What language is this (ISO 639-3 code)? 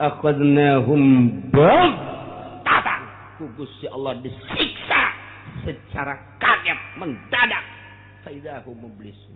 sun